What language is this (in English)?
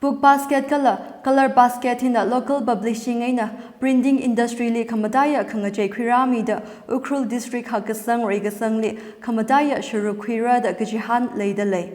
Tangkhul Naga (India)